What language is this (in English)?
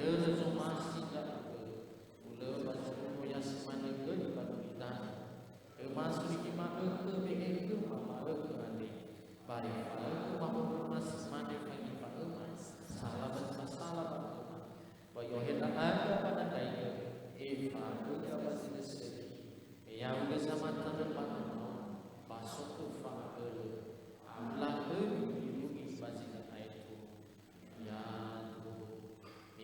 Nias